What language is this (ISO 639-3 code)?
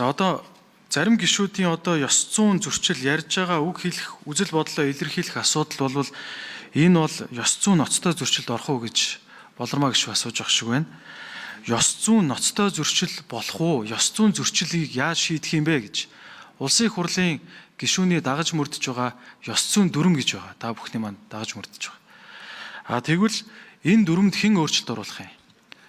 mon